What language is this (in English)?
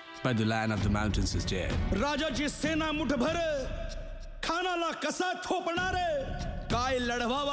Marathi